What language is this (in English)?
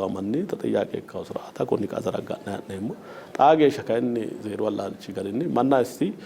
Sidamo